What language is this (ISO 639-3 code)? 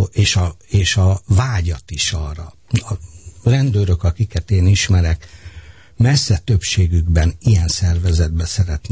hun